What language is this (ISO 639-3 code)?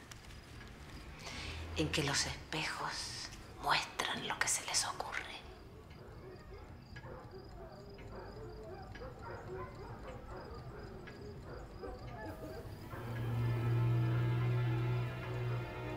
spa